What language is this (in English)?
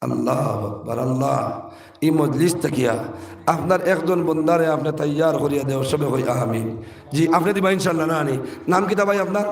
Sylheti